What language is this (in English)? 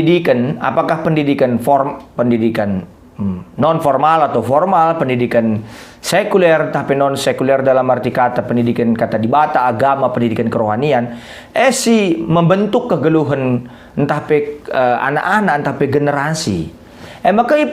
Batak Karo